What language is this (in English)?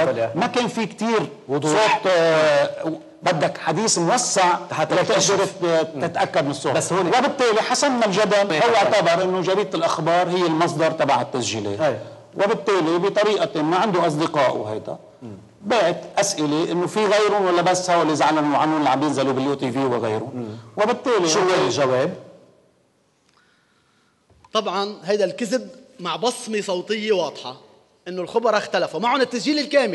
North Levantine Arabic